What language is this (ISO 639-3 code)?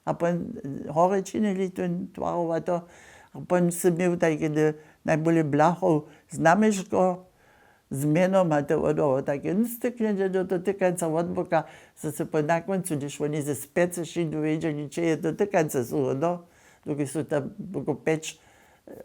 hsb